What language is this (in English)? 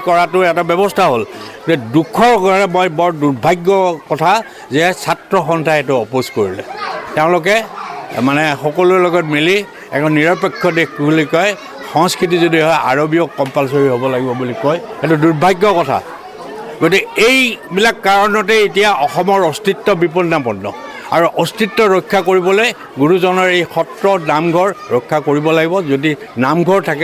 Assamese